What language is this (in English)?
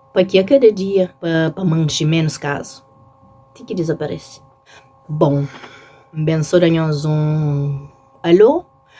Kabuverdianu